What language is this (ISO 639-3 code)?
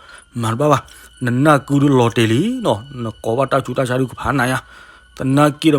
ksw